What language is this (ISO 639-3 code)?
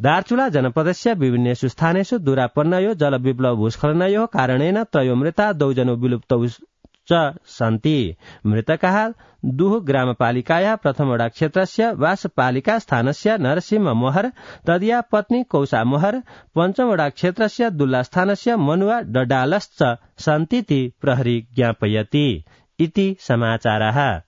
san